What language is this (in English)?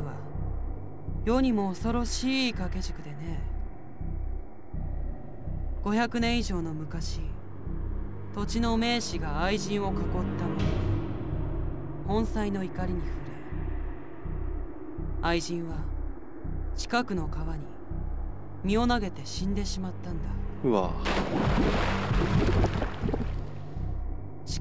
Japanese